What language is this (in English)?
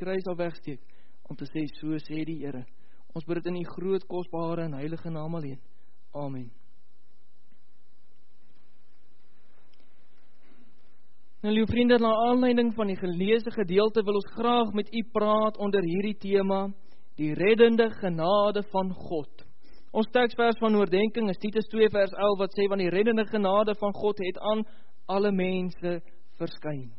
Afrikaans